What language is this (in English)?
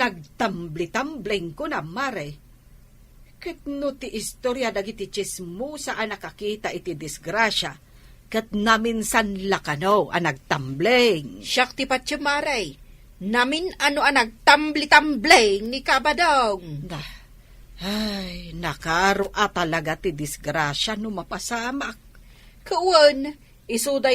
Iloko